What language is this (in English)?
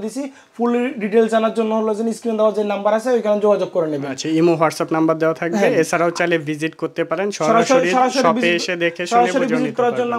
Bangla